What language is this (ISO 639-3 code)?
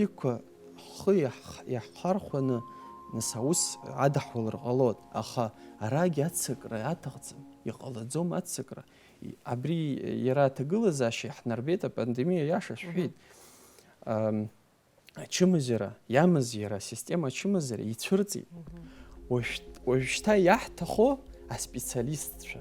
abk